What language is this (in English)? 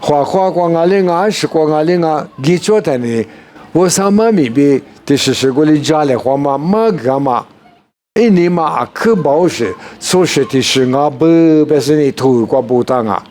Lisu